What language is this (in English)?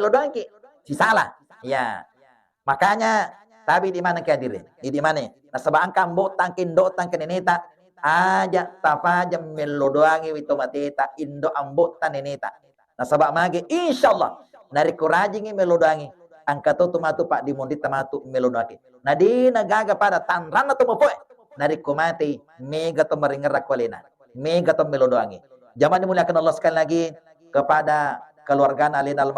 Buginese